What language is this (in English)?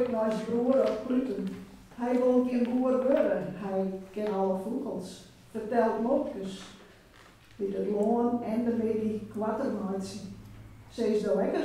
Western Frisian